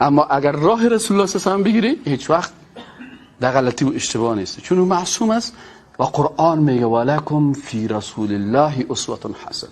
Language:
Persian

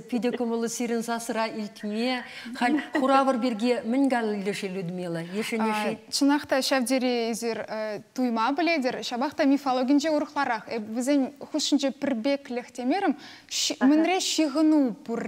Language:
Chuvash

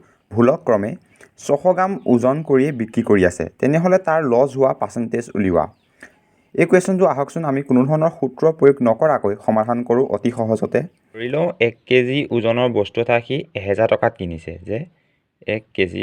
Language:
Assamese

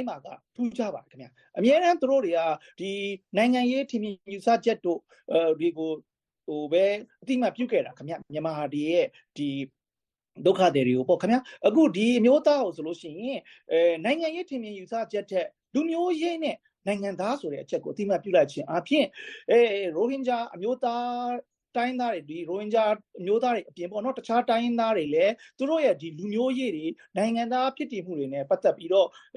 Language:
Burmese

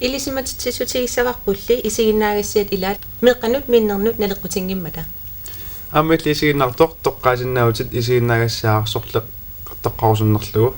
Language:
Kalaallisut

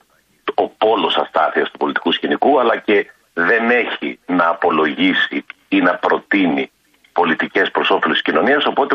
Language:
Greek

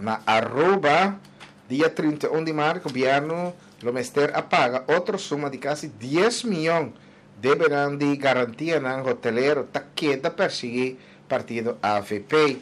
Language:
Papiamento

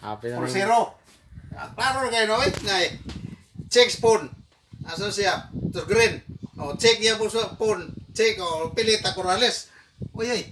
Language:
Cebuano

